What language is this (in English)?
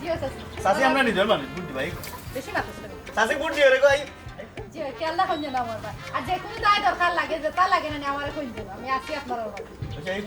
Sylheti